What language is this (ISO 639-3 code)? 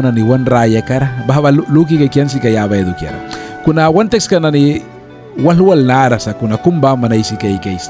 miq